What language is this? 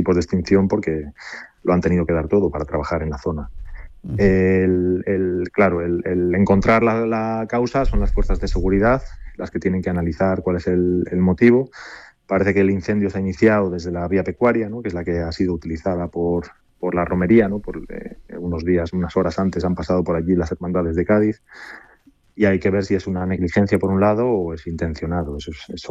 Spanish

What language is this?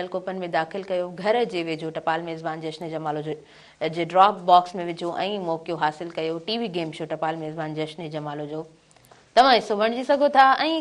Sindhi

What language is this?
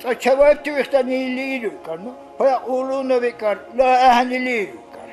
Dargwa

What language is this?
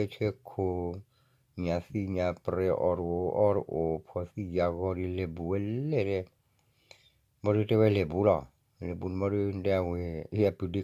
S'gaw Karen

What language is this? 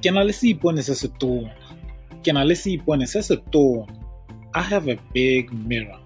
Tswana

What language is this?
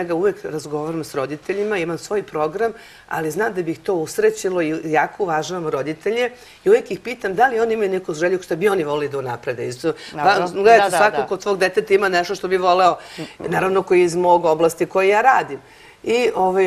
Serbian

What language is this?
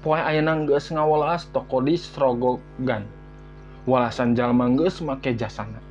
Sundanese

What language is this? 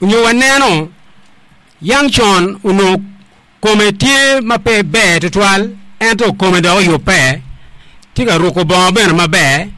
Acoli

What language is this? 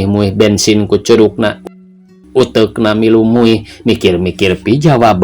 Sundanese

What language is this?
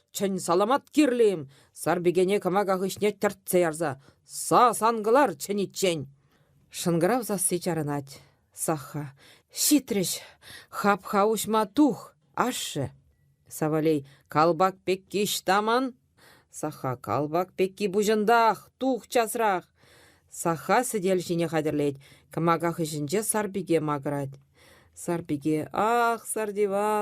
Chuvash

